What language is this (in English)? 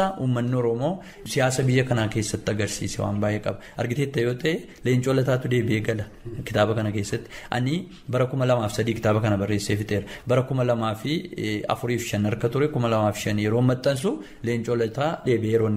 Oromo